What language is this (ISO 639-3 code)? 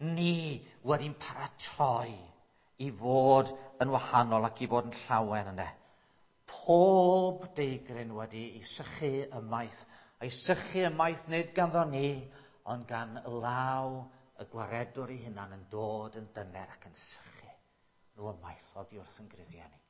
cym